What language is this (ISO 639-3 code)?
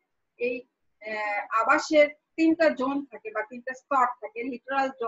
ben